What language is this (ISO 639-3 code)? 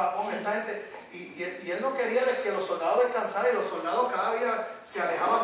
spa